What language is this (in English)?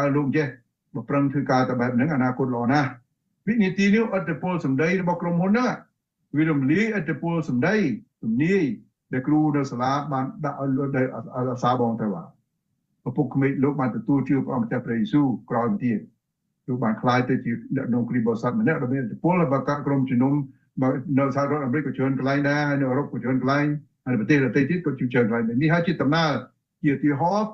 Khmer